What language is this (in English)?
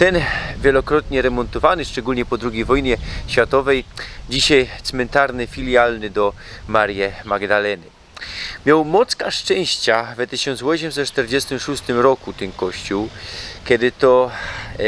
Silesian